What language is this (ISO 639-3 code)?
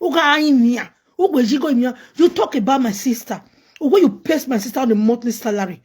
pcm